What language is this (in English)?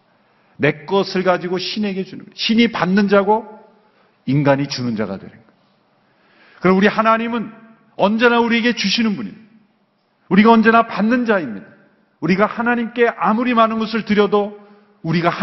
Korean